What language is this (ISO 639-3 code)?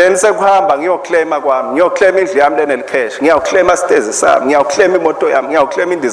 ssw